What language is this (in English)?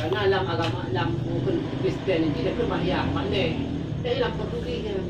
Achinese